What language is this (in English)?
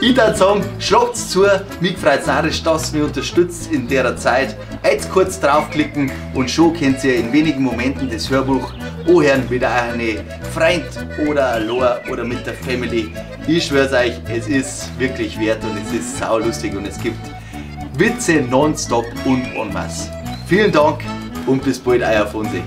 Bavarian